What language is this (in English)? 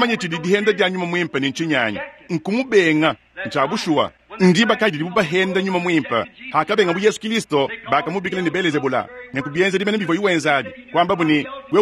Luba-Lulua